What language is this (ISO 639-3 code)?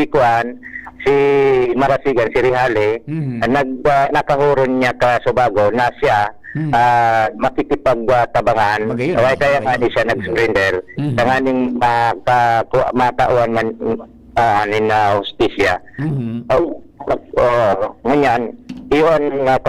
bik